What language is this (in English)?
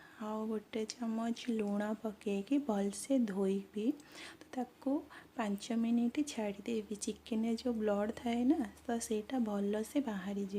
Odia